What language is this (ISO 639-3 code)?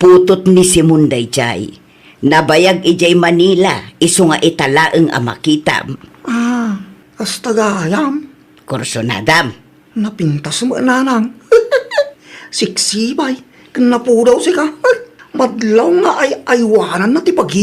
ilo